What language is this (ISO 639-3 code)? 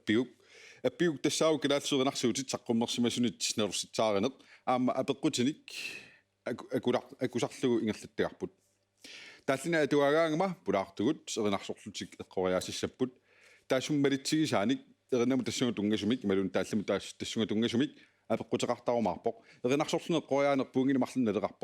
kal